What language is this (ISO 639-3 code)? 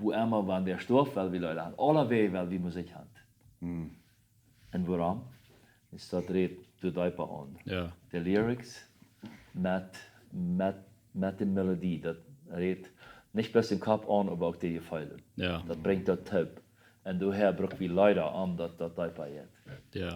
pdt